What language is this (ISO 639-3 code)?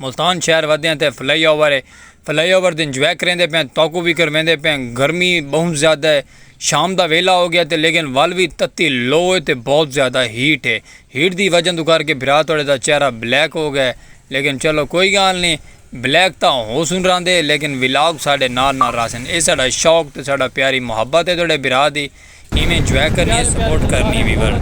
skr